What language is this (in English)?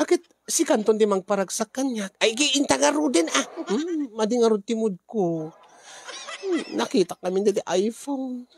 Iloko